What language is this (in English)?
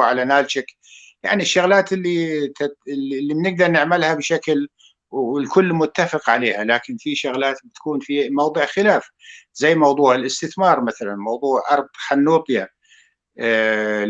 North Levantine Arabic